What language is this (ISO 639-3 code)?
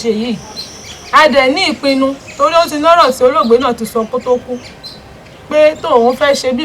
yor